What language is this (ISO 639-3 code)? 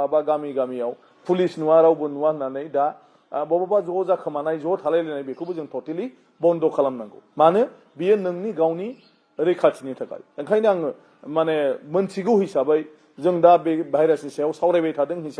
brx